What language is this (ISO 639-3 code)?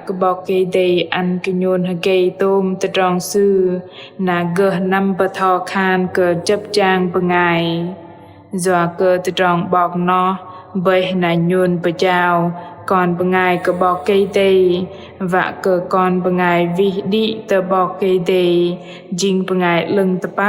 bdq